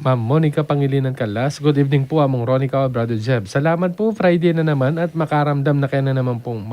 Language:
Pampanga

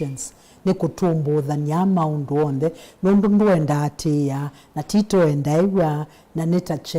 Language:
Kamba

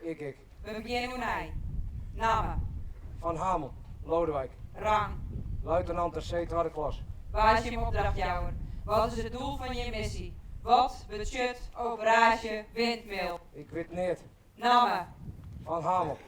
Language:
Western Frisian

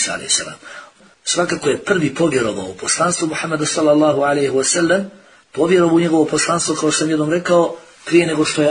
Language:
Bosnian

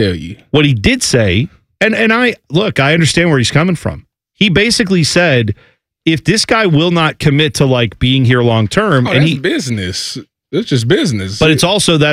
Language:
English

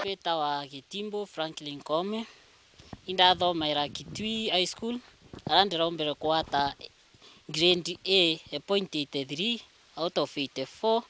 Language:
Meru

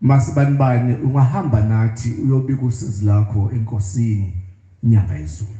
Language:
Zulu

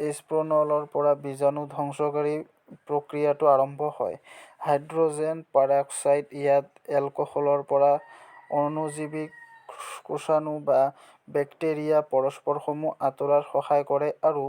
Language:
Assamese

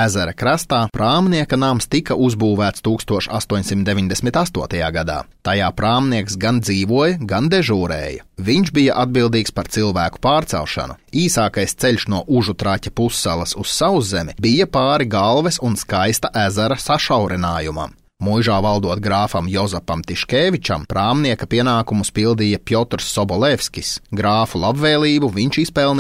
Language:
Latvian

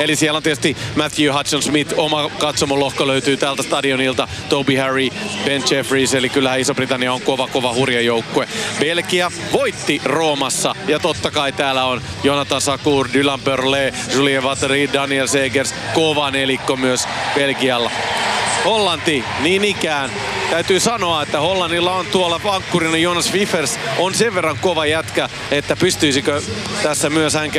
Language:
Finnish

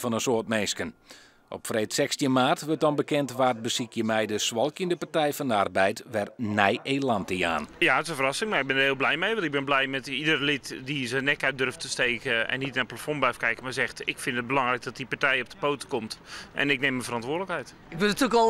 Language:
Western Frisian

